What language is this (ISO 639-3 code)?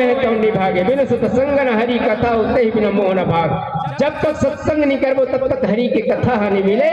hne